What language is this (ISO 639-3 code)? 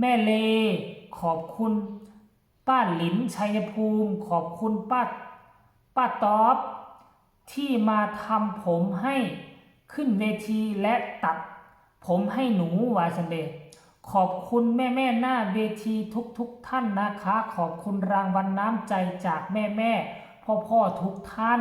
tts